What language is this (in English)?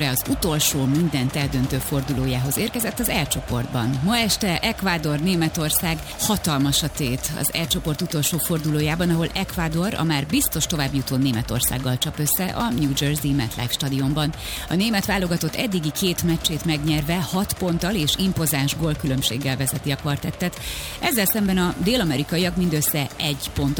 Hungarian